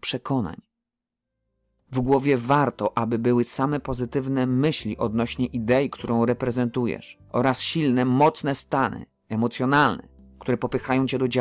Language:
Polish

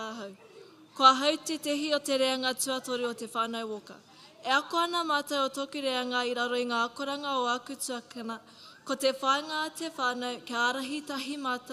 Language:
Māori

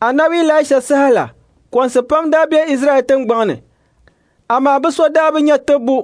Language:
Dagbani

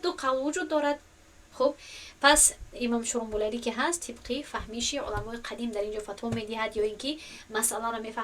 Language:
Tajik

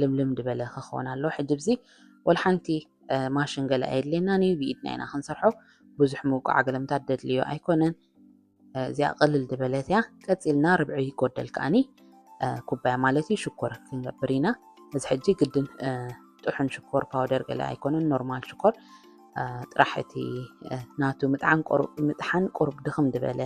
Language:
Tigrinya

